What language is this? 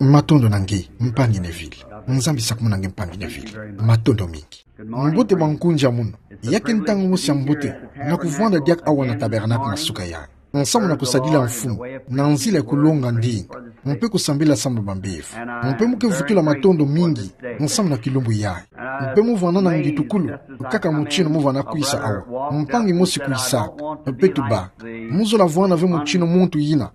Kituba (Democratic Republic of Congo)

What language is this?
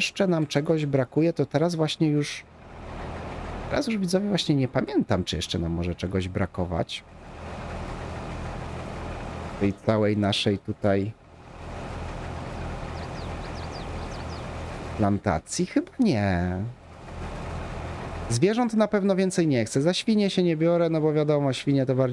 Polish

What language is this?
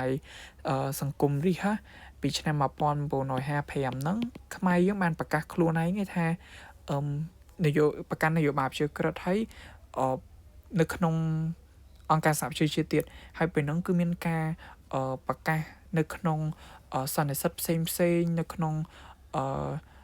Khmer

